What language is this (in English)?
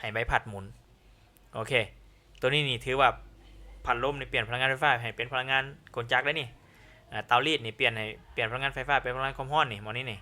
Lao